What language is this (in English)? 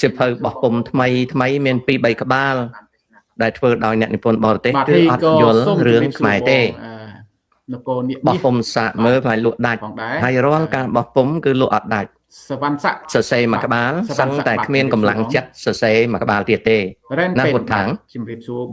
Khmer